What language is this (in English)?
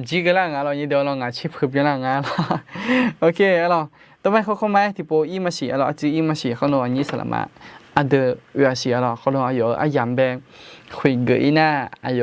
Akha